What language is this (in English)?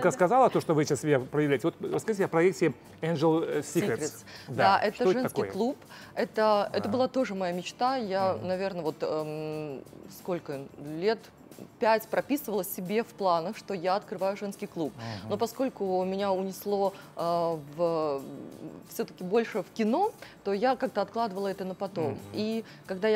Russian